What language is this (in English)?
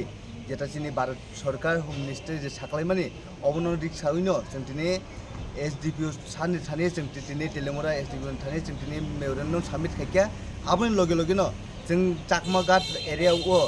Kok Borok